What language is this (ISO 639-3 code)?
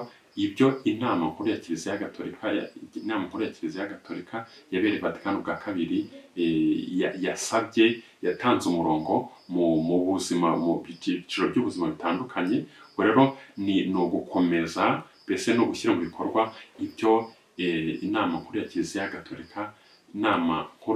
kin